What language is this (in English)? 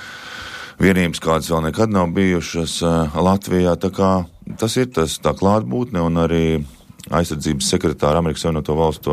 Latvian